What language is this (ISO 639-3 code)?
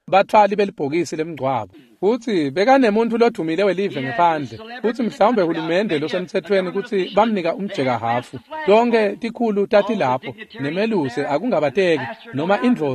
ssw